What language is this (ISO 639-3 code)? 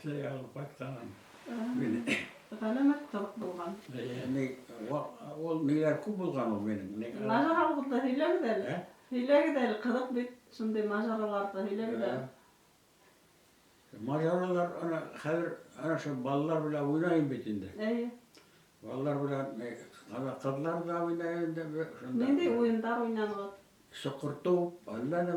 bak